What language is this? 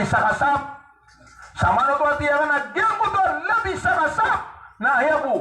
Maranao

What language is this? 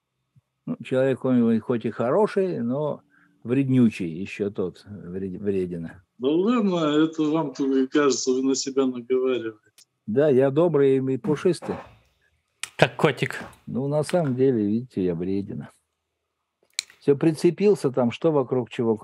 Russian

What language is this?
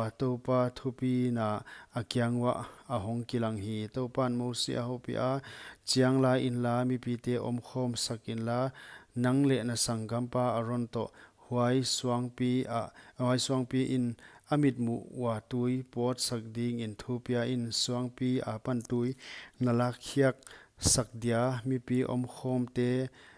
Paite Chin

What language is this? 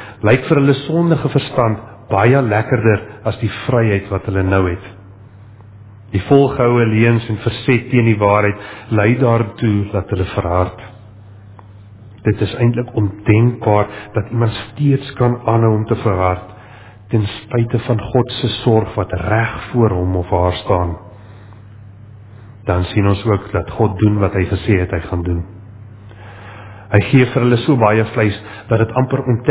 Afrikaans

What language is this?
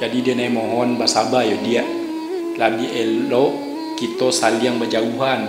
Minangkabau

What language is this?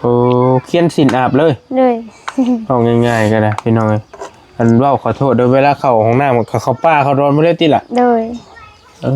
Lao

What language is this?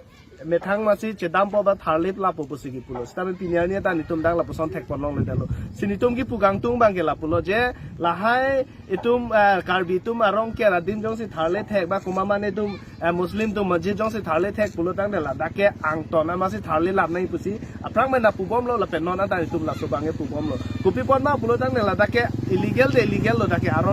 Karbi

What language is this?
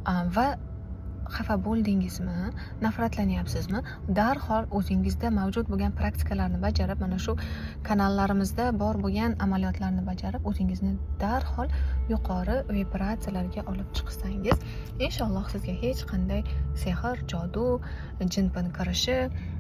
Uzbek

